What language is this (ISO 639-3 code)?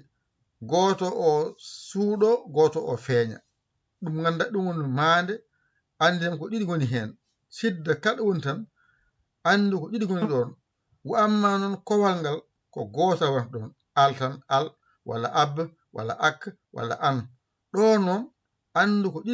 ful